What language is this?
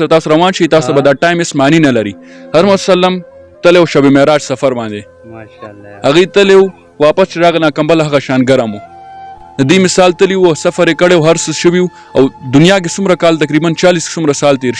Pashto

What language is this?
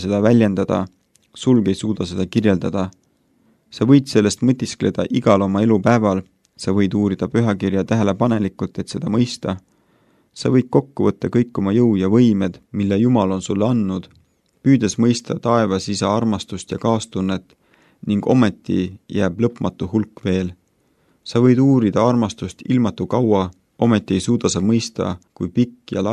Estonian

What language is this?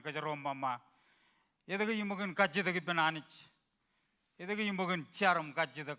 Marshallese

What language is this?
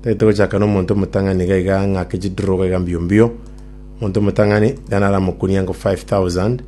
Gusii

